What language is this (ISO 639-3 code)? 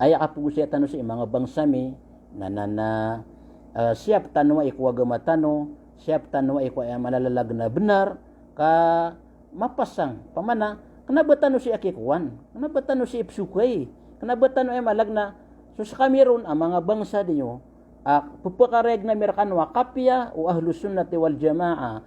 mrw